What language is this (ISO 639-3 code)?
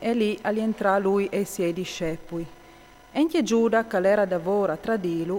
fur